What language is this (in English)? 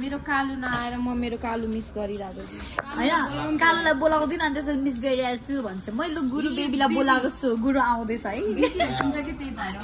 Nepali